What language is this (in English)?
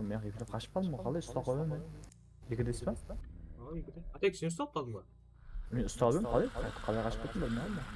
Kara-Kalpak